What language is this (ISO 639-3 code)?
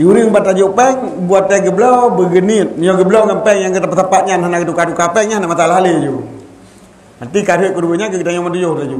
ace